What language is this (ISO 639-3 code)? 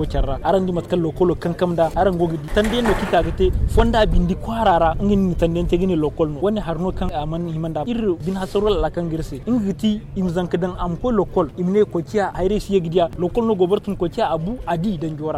dje